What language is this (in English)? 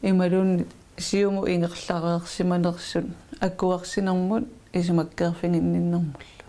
Kalaallisut